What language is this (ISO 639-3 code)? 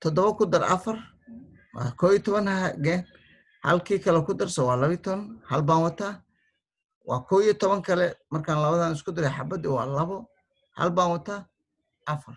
som